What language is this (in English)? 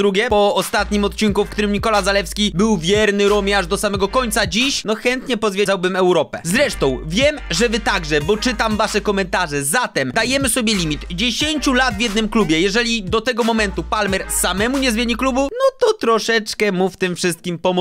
Polish